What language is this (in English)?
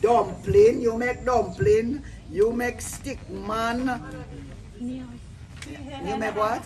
Jamaican Creole English